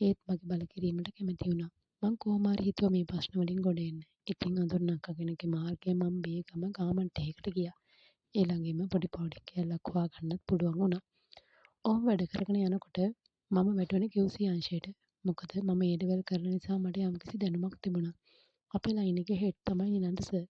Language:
Sinhala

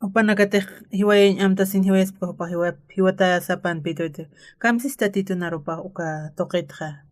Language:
Aymara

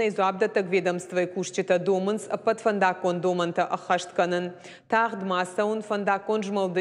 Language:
Ossetic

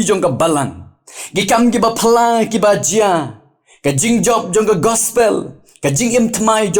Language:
Khasi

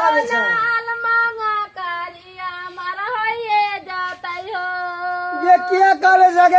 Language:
Maithili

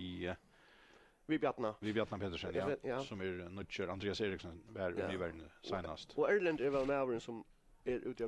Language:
Faroese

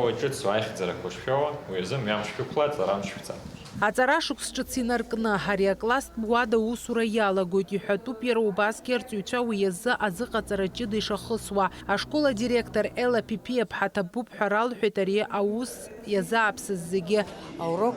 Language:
Abkhazian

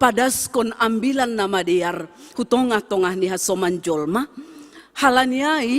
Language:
Batak Simalungun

